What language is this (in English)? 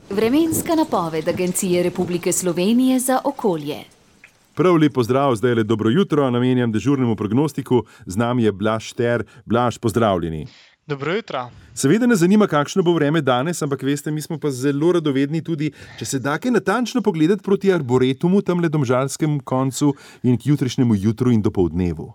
Slovenian